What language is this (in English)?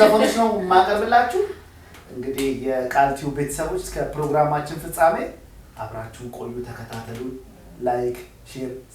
Amharic